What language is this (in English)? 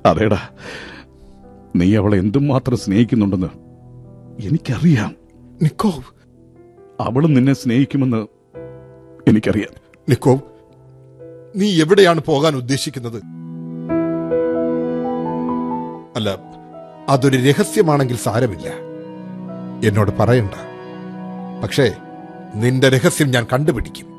Malayalam